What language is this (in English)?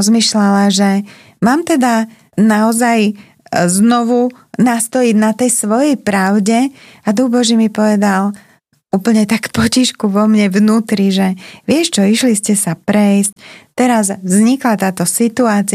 Slovak